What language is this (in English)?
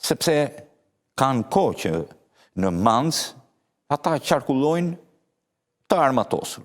Albanian